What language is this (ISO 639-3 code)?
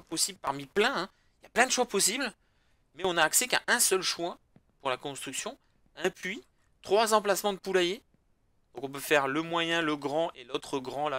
fra